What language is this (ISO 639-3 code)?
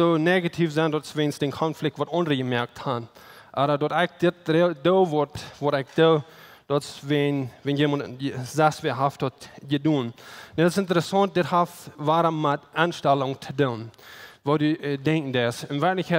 pdt